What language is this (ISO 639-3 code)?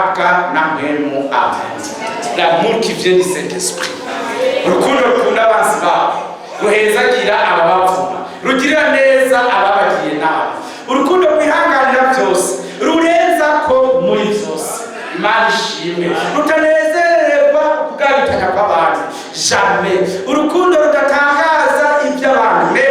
run